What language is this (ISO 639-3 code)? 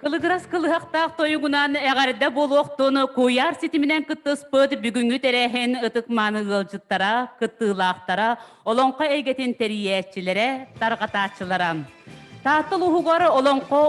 sah